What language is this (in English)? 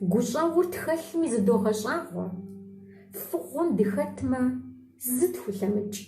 Kabardian